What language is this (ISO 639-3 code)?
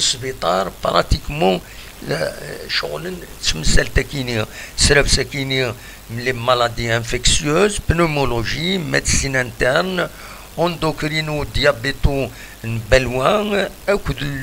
kab